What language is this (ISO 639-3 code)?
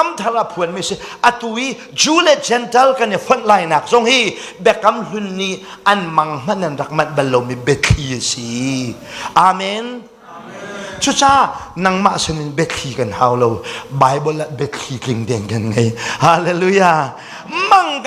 cnh